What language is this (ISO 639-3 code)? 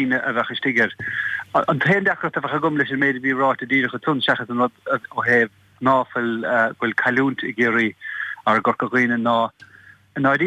gle